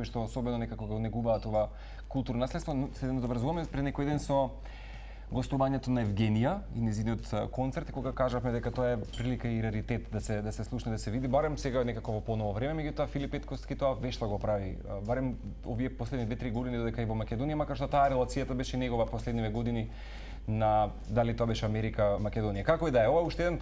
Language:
Macedonian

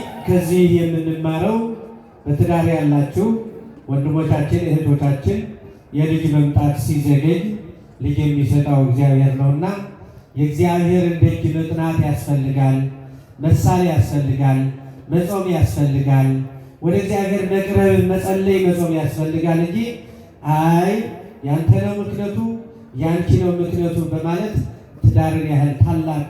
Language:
Amharic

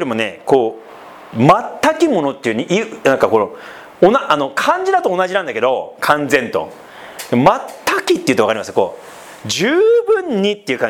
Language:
Japanese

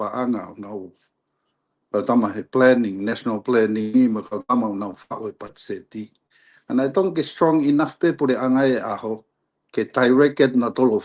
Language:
Tongan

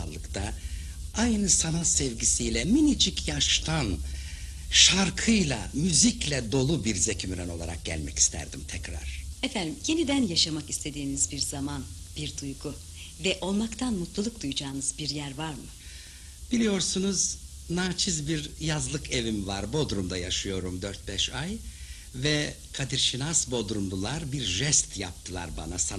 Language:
Turkish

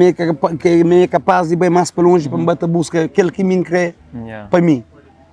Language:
Kabuverdianu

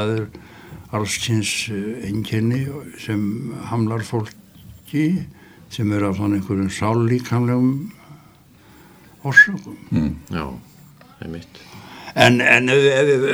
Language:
Icelandic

